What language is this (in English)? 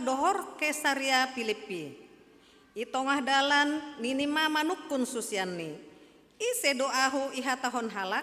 Batak Simalungun